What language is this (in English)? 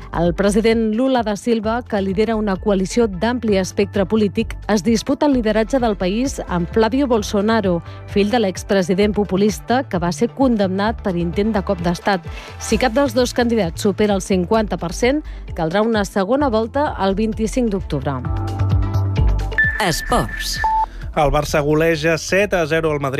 Catalan